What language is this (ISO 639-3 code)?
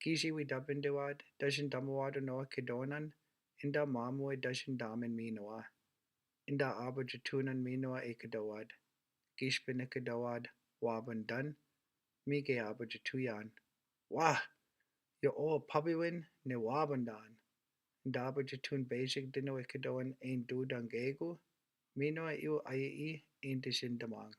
ciw